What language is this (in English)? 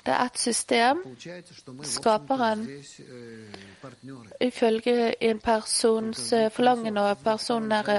Norwegian